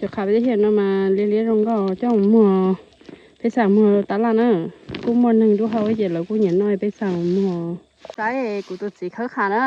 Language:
Hmong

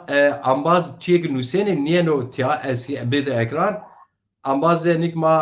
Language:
Zaza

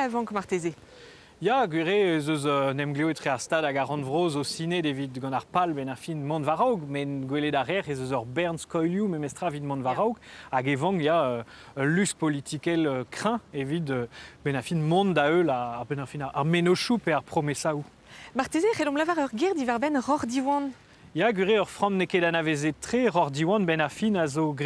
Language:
Breton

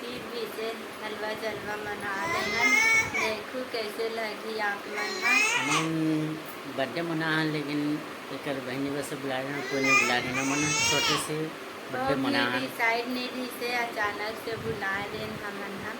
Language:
Chhattisgarhi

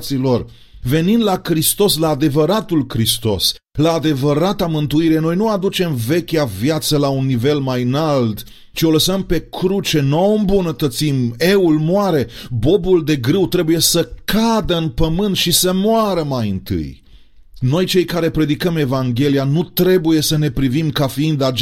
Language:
Romanian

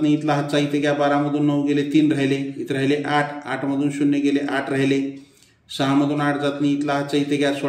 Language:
Marathi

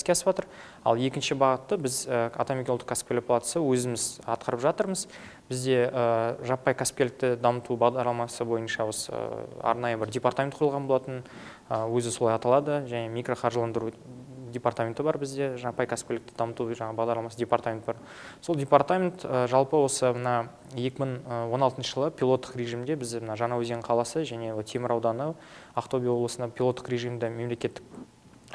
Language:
Kazakh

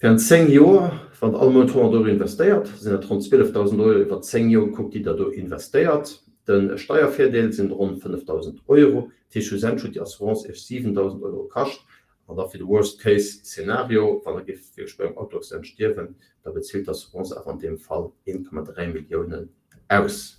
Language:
Luxembourgish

